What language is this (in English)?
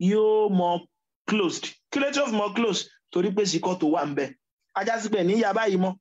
Yoruba